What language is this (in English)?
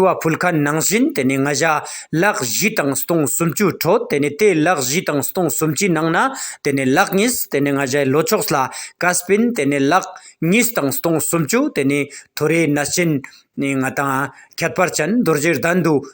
Ladakhi